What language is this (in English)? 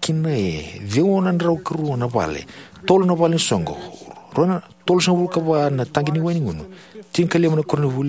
Fijian